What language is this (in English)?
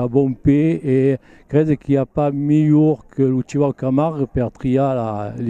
Occitan